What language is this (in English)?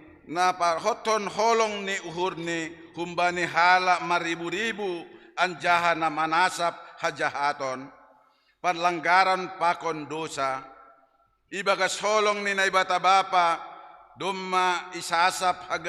Batak Simalungun